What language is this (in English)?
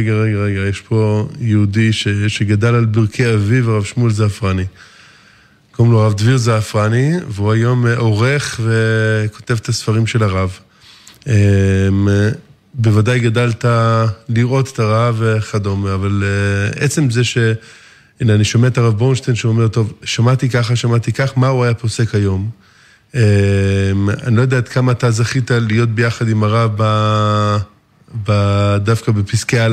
Hebrew